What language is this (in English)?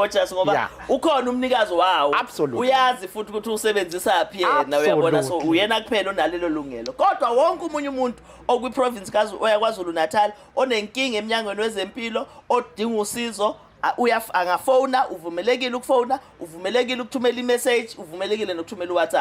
Zulu